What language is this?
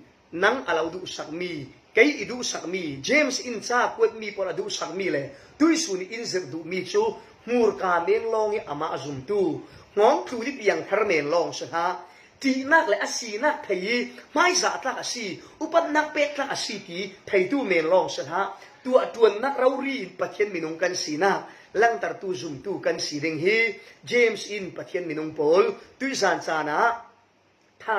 Falam Chin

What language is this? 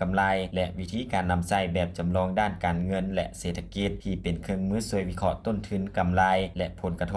Lao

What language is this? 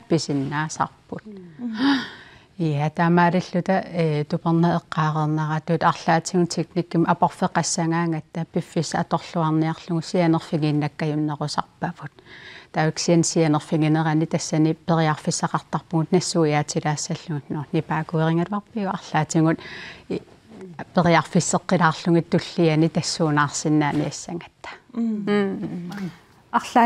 Kalaallisut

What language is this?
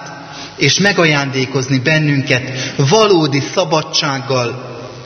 Hungarian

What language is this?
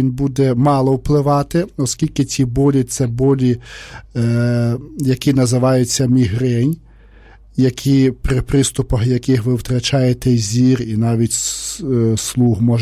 Ukrainian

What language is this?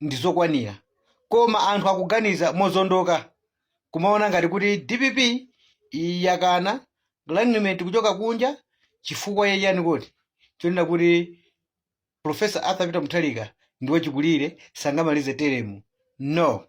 Nyanja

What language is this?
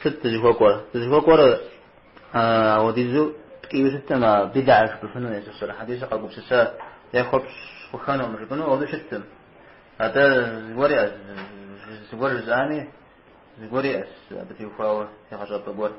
Kabardian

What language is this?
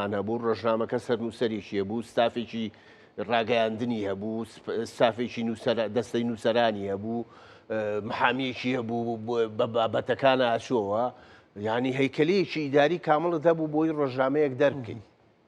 Central Kurdish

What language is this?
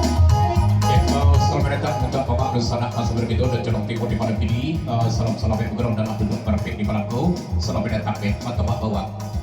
Minangkabau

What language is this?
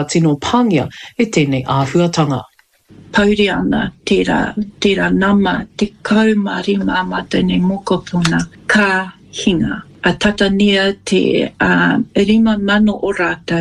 Māori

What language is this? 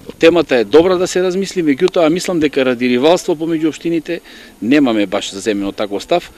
Macedonian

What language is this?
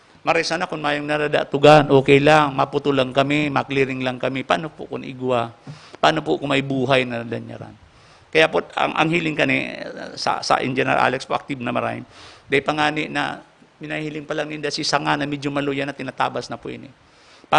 Bikol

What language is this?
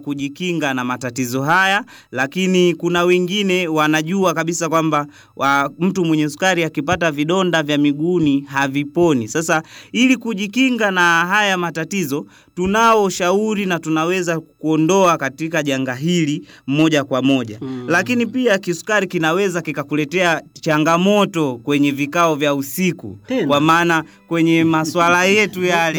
Swahili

